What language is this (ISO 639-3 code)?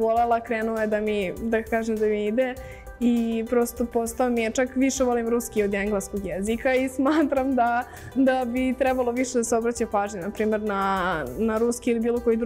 srp